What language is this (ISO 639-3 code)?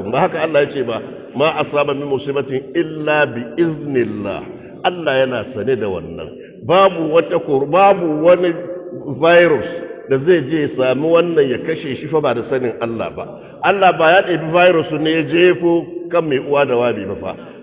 hau